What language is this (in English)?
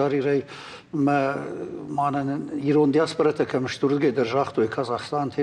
Ossetic